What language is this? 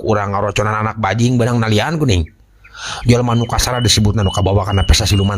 Sundanese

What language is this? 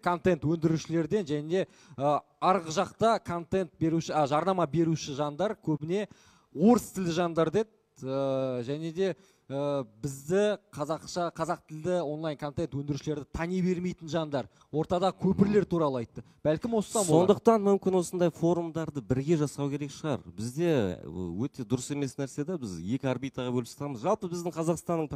Kazakh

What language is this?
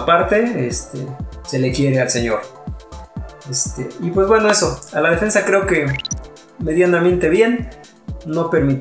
Spanish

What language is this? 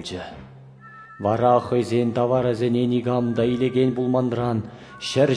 Chuvash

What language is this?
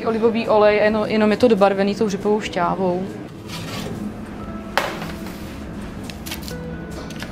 Czech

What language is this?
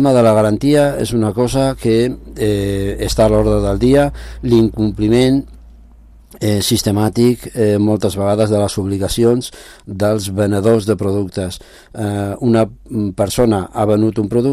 Catalan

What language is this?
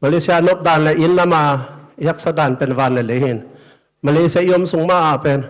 Tedim Chin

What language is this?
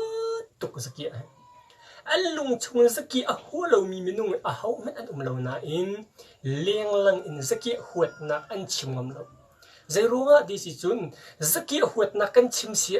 Hakha Chin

